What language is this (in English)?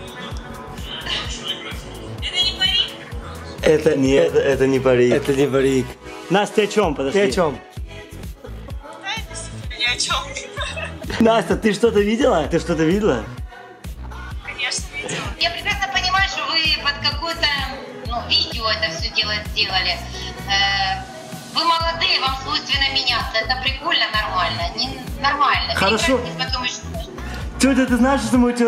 Russian